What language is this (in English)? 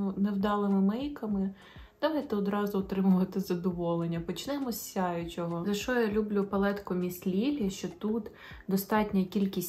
Ukrainian